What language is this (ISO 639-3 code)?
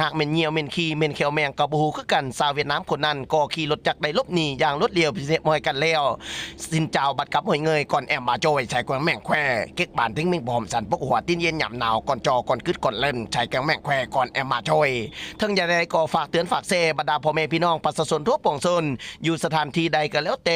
lao